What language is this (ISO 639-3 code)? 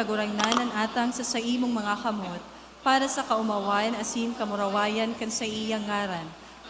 bik